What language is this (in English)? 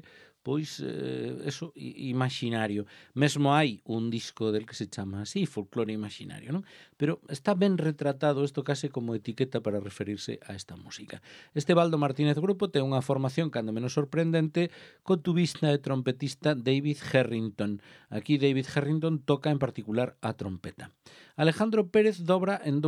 Galician